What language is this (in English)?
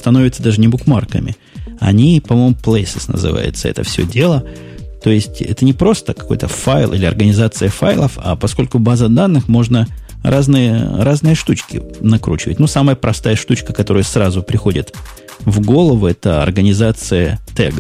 Russian